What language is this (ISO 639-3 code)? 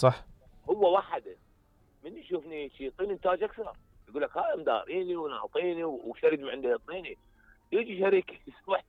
acm